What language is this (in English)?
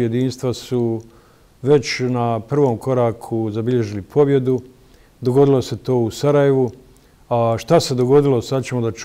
Bosnian